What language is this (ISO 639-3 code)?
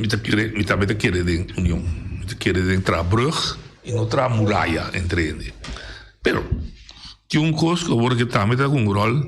pap